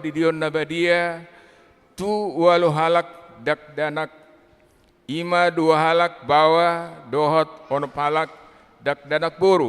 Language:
Batak Toba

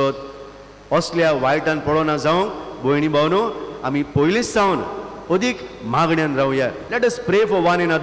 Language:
Konkani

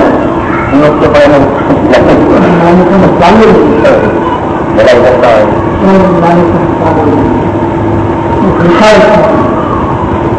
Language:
Gujarati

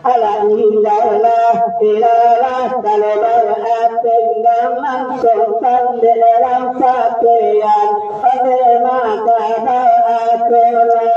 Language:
Minangkabau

